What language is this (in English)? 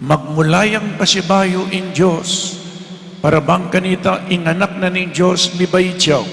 Pampanga